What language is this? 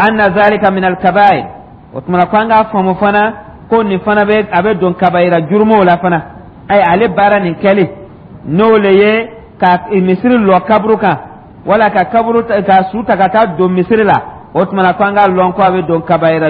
Dyula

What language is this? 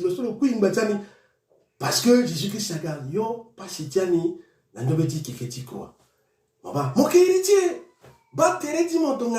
Sango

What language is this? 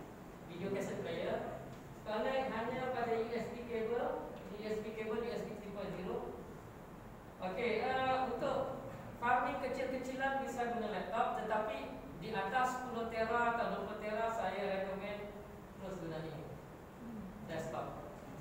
Malay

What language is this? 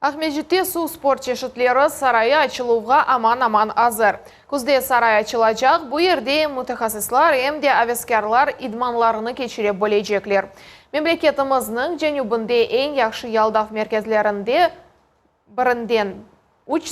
Crimean Tatar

